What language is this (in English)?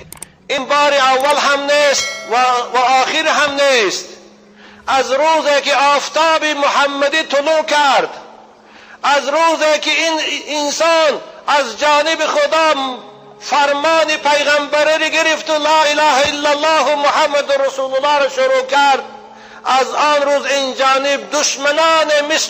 Tajik